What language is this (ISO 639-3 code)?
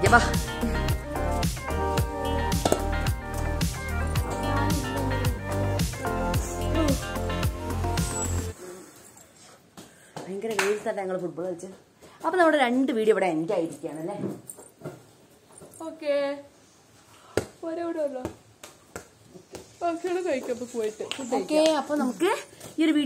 mal